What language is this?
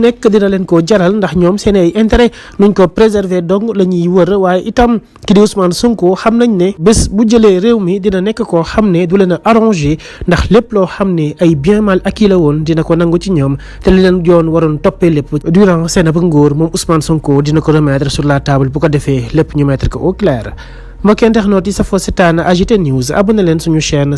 Wolof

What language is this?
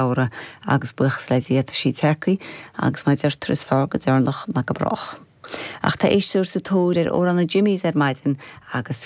Irish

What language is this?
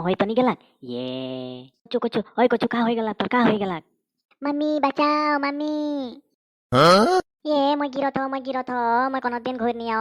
Sadri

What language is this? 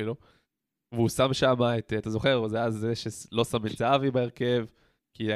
Hebrew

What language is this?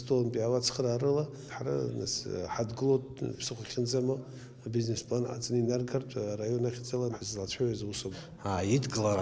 Abkhazian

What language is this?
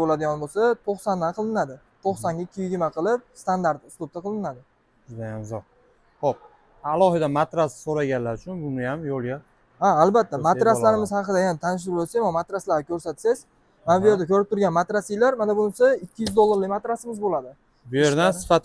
Uzbek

